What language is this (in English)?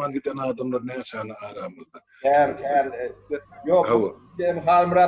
Turkmen